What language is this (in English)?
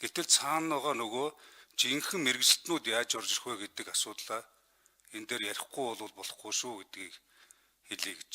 Mongolian